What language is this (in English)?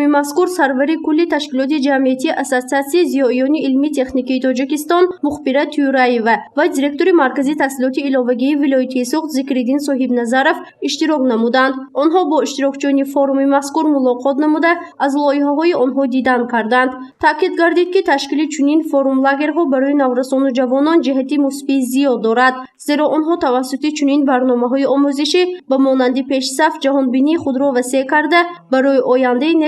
Tajik